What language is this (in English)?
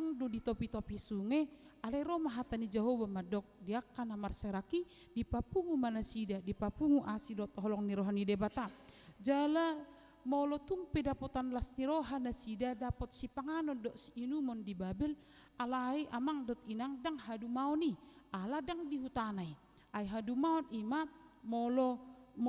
Batak Toba